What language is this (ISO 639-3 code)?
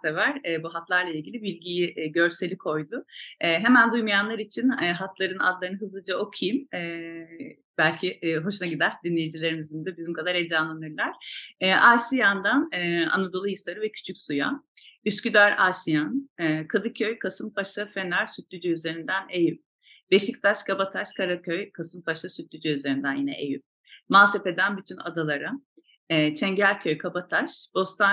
tur